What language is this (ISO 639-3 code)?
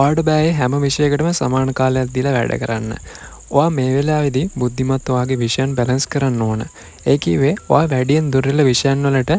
sin